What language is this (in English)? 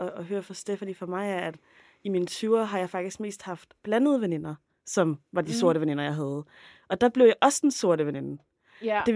Danish